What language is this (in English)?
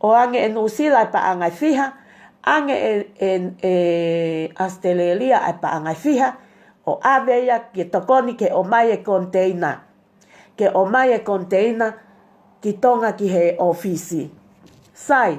Tongan